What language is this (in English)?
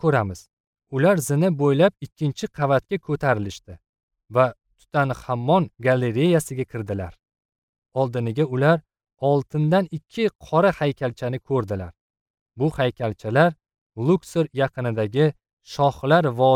Uzbek